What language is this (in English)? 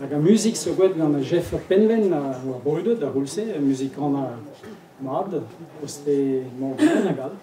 Breton